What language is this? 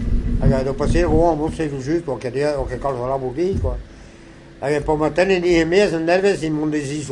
Breton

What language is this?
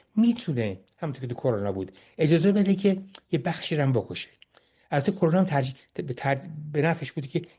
Persian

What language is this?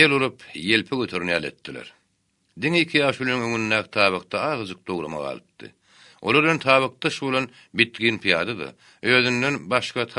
Turkmen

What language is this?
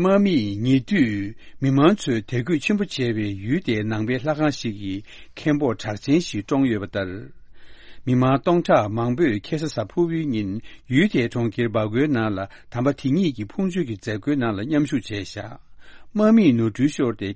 Tibetan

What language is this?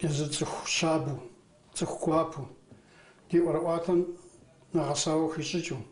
Kabardian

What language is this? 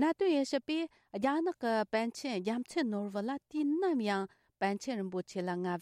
Tibetan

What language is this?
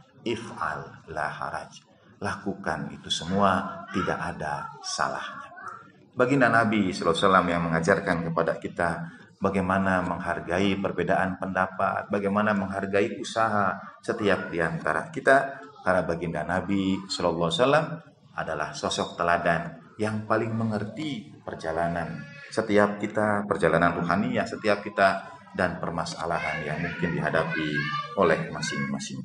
Indonesian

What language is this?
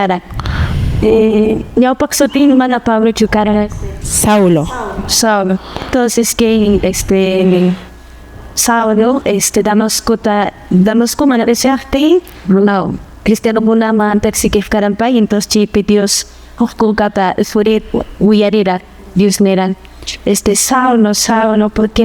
Quechua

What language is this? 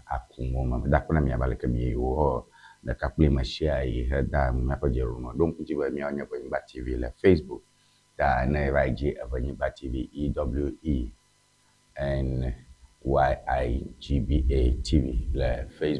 Ewe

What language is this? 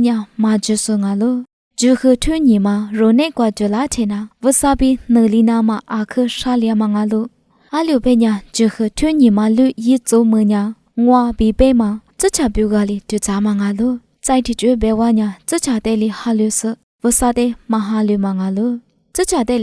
Lisu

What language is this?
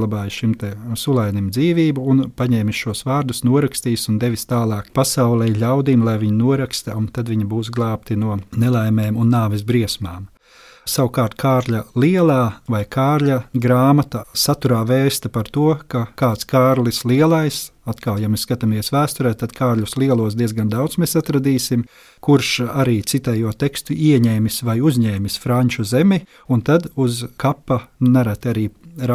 Latvian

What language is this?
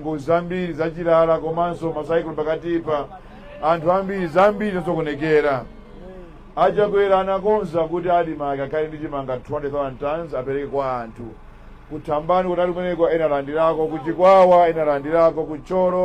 Nyanja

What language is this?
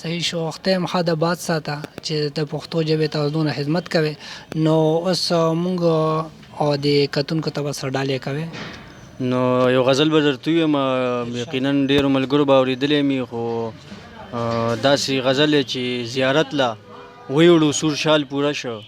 Pashto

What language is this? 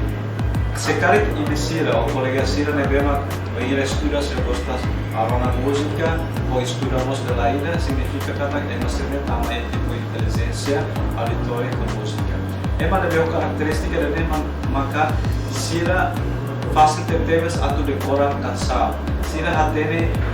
Tetum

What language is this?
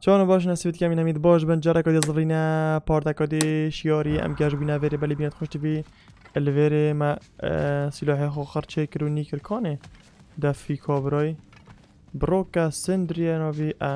Kurdish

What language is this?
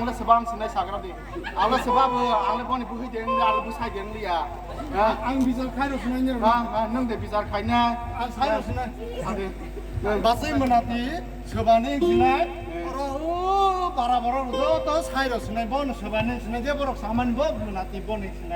Kok Borok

